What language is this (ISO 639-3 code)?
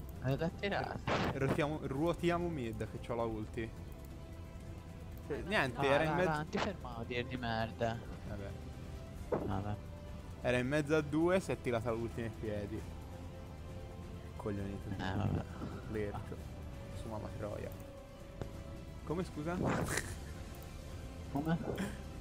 ita